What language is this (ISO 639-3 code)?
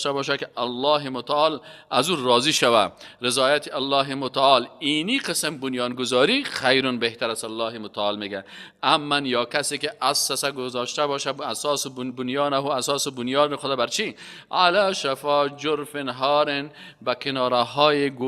fas